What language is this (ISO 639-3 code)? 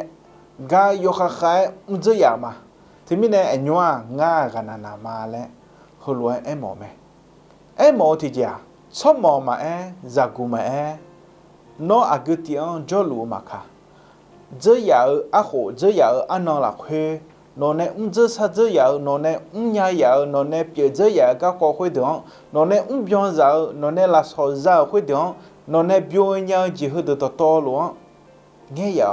ahk